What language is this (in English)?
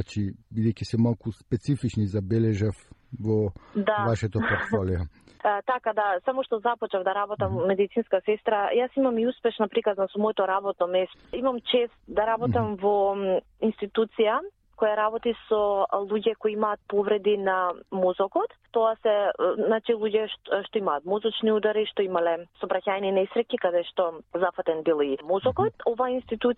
Macedonian